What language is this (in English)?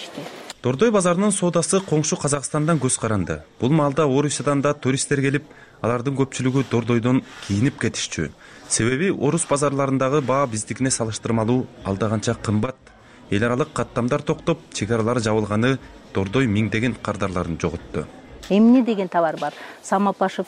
Kyrgyz